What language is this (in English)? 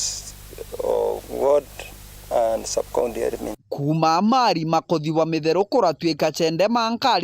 Meru